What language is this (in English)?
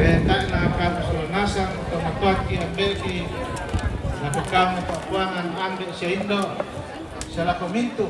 Toraja-Sa'dan